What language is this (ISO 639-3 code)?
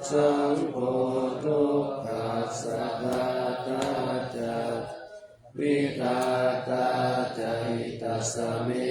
pli